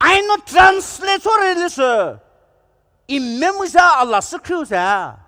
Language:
Poumei Naga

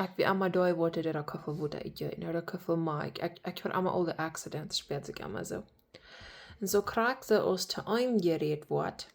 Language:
Plautdietsch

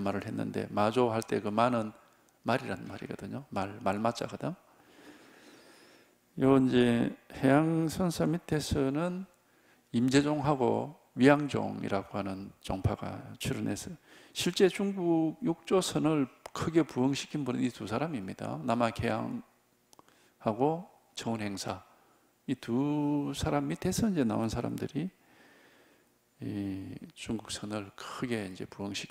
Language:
Korean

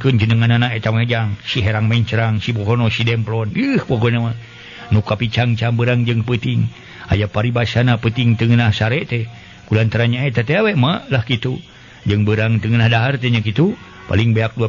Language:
Sundanese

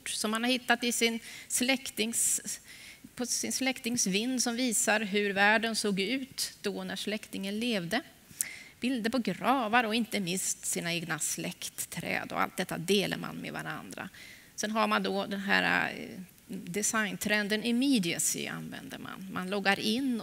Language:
Swedish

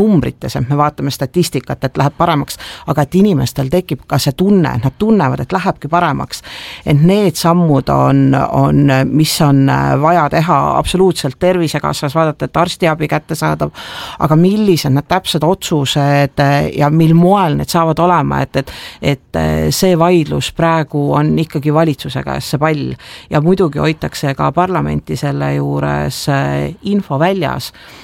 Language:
Estonian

